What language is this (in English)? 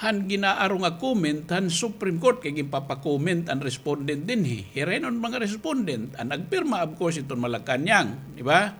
Waray